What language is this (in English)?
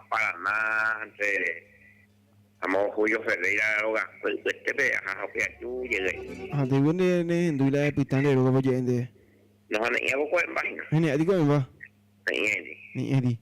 Guarani